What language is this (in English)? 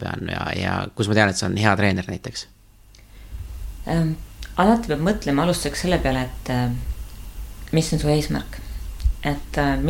Estonian